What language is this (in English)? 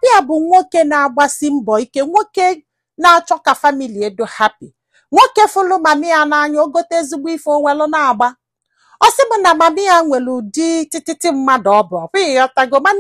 Igbo